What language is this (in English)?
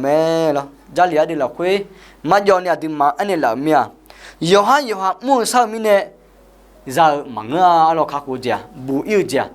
Akha